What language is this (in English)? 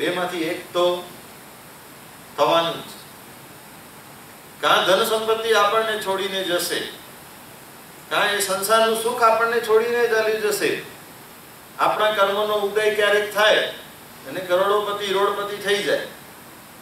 Gujarati